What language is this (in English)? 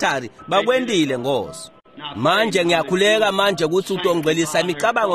Swati